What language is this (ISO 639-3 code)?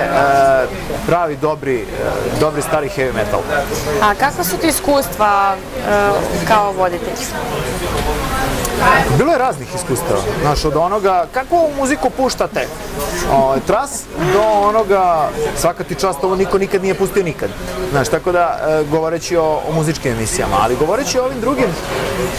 srp